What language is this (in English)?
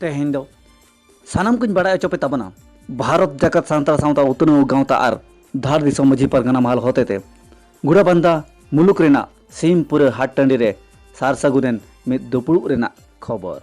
Santali